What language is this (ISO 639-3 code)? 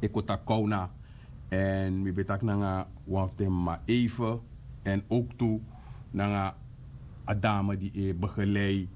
srn